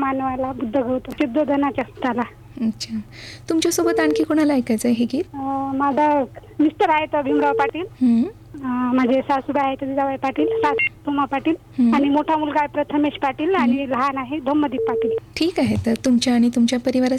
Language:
Marathi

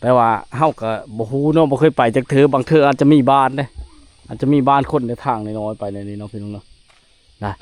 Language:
Lao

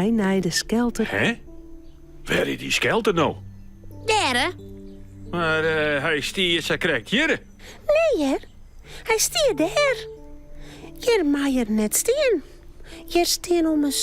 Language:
Western Frisian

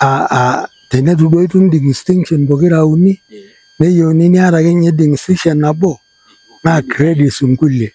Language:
Masai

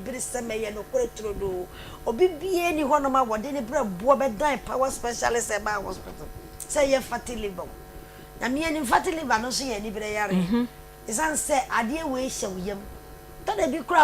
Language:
Akan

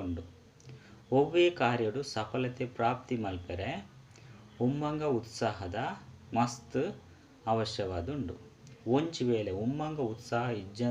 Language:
Tulu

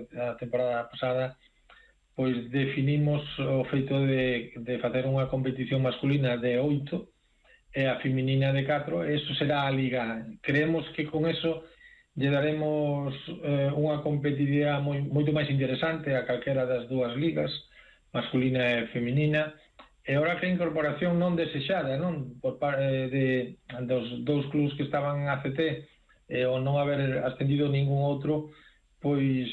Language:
Galician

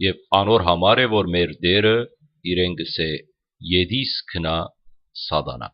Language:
Western Armenian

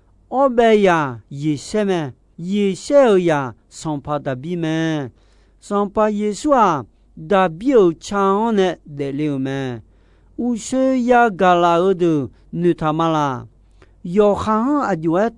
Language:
Akha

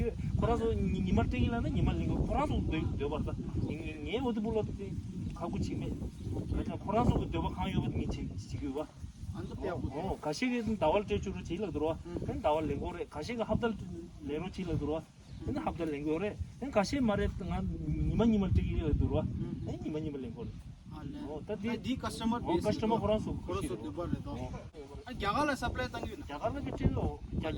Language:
Tibetan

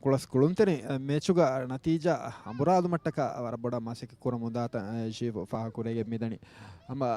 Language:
Divehi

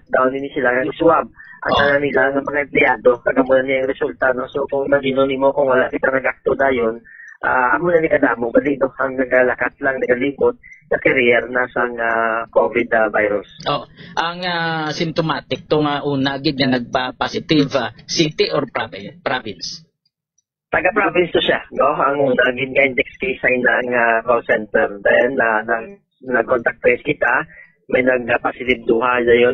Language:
Hiligaynon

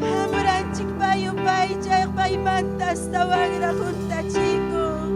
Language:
Ayacucho Quechua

